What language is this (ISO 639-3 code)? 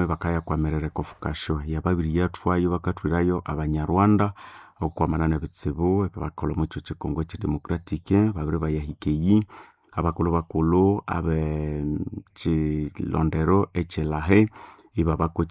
nnb